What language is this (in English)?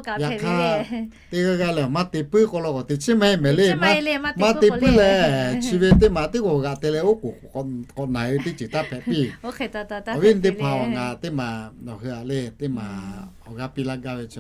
Lahu